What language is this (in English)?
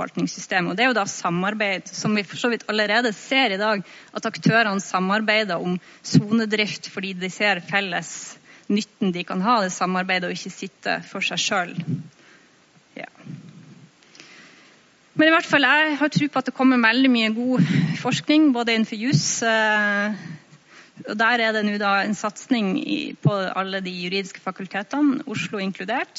Norwegian